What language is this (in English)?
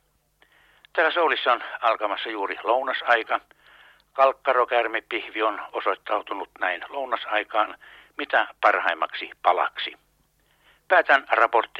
Finnish